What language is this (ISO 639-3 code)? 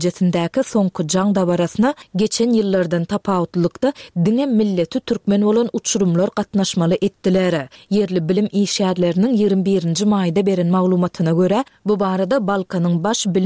tuk